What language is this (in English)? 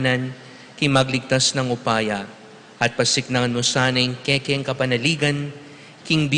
Pampanga